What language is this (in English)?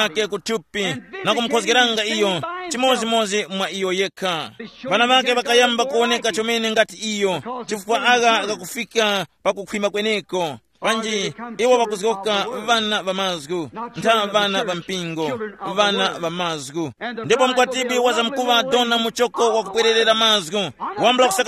Tumbuka